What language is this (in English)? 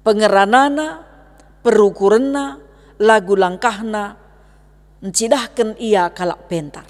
Batak Karo